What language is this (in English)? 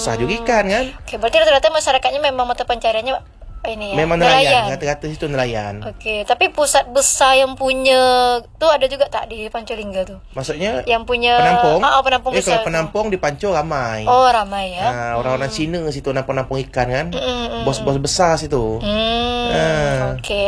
Malay